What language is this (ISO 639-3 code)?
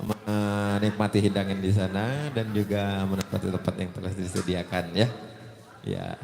bew